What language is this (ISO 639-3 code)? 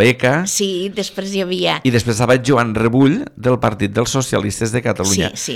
cat